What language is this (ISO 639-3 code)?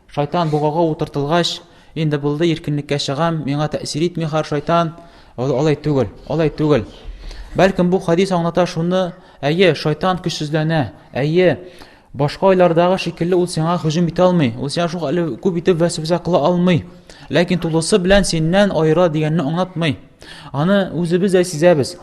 tat